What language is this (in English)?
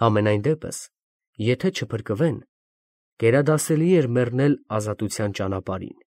Armenian